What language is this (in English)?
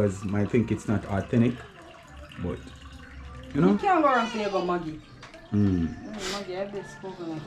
Jamaican Creole English